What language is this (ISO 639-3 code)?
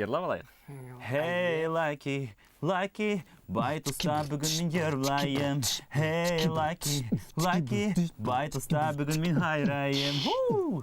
bak